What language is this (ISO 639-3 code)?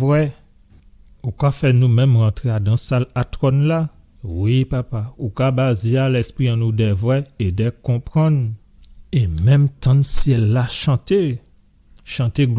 gcf